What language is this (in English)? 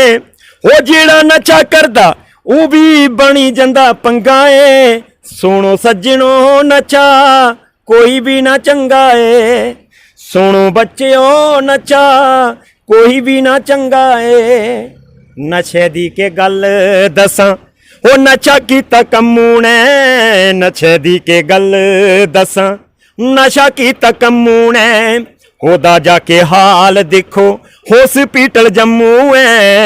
Dogri